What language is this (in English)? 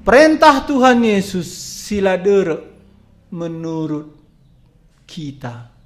Batak Karo